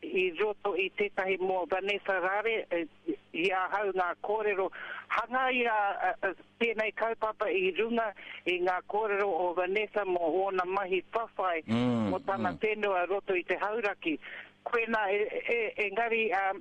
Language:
Māori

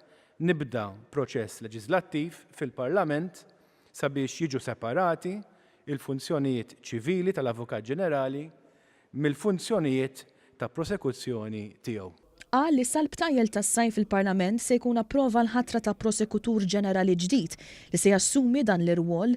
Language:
Maltese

